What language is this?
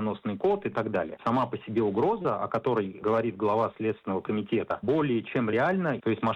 Russian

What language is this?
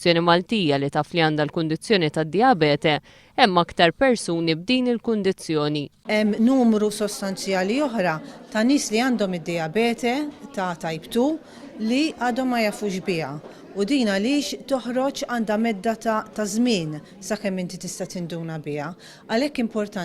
Maltese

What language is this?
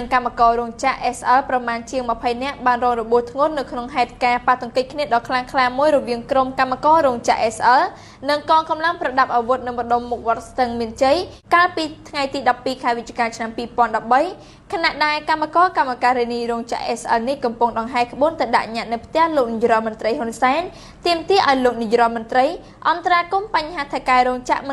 Khmer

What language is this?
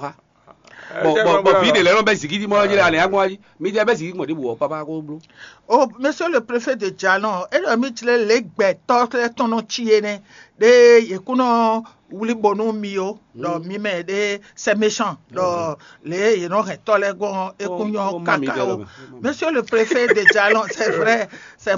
Fon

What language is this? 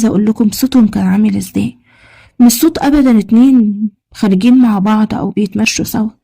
Egyptian Arabic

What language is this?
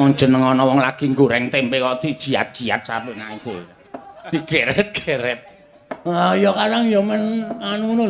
Javanese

